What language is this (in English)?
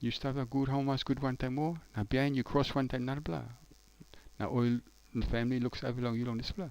Tok Pisin